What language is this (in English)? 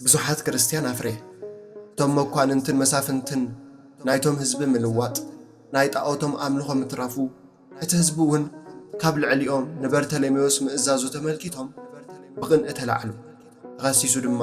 Tigrinya